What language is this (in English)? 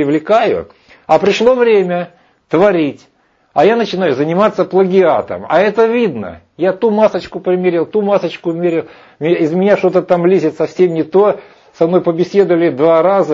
Russian